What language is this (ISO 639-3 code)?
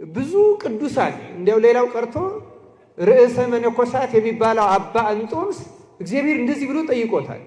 amh